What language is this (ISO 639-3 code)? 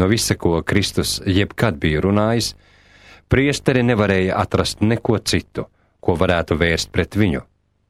lav